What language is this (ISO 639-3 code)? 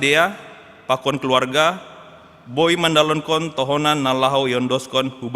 bts